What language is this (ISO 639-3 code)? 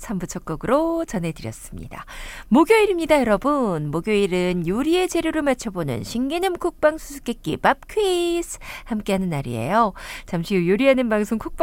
kor